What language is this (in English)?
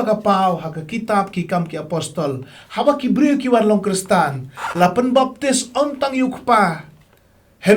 Khasi